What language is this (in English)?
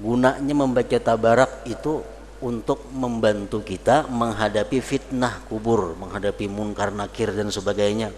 Banjar